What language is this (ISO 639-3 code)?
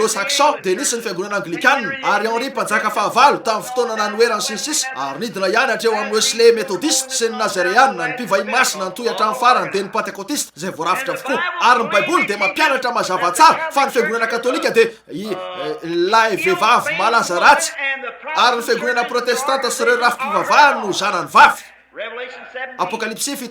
mlg